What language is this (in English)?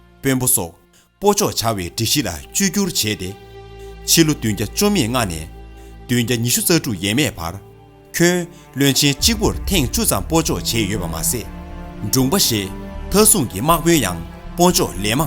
Tibetan